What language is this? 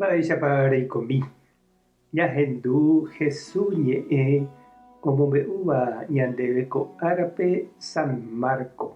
Guarani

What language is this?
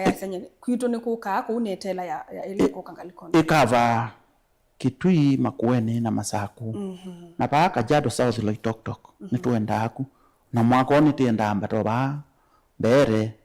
Kamba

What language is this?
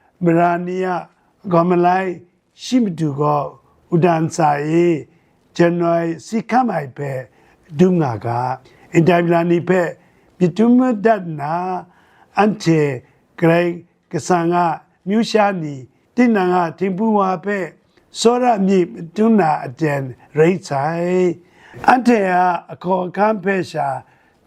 Kachin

